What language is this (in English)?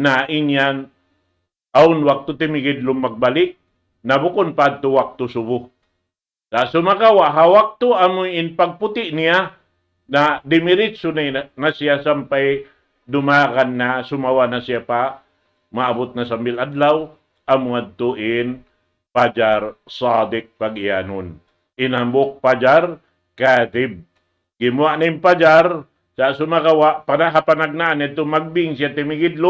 Tausug